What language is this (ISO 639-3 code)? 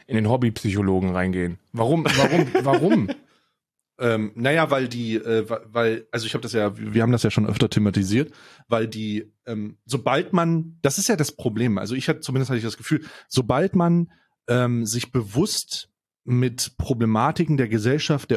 deu